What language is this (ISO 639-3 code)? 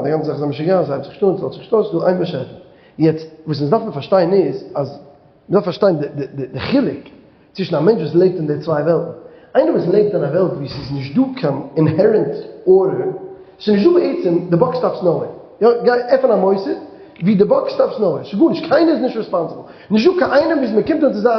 yid